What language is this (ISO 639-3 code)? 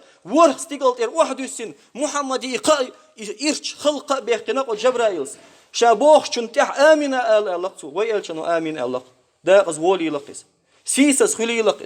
che